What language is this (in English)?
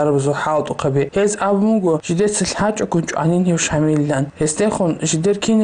Avaric